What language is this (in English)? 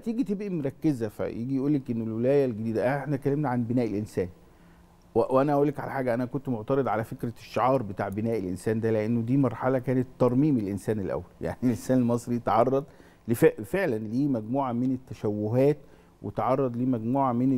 Egyptian Arabic